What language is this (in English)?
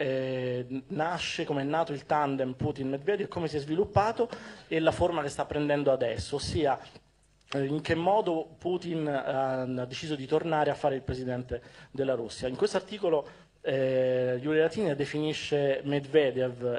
Italian